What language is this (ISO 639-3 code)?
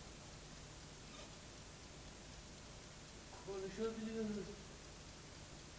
tur